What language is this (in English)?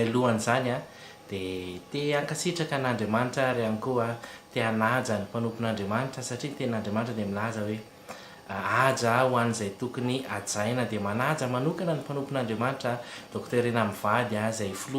Malagasy